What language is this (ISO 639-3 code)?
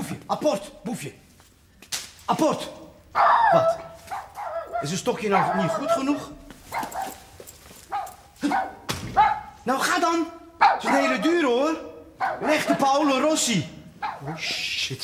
nld